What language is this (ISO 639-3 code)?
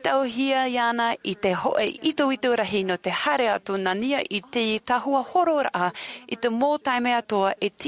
tah